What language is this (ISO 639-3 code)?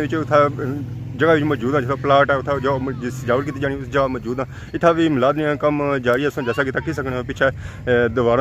phr